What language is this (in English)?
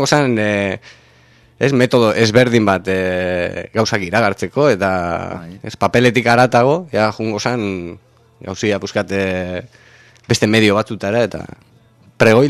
Basque